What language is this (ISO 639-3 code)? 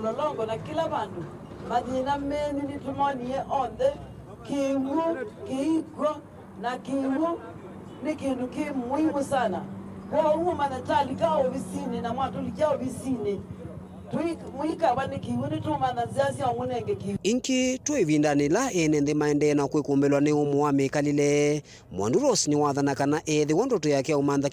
kam